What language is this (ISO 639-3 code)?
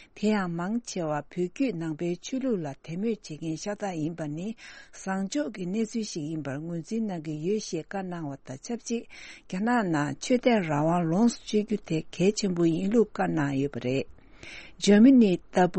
bod